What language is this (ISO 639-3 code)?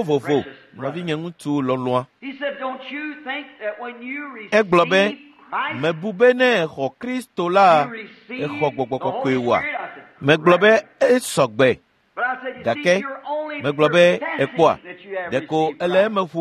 ewe